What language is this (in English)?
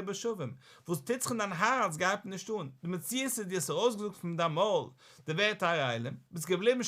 Yiddish